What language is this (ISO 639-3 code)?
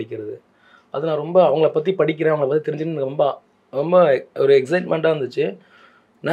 tam